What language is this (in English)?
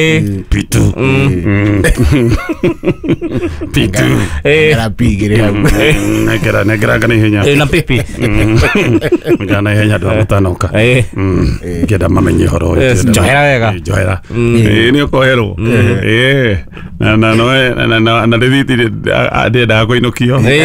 Kikuyu